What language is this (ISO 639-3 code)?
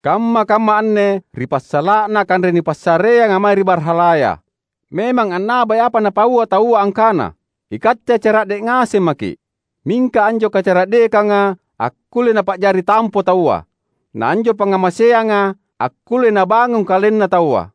mak